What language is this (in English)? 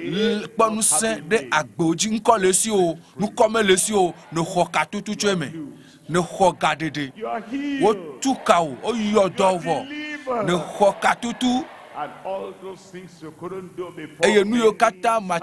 Ewe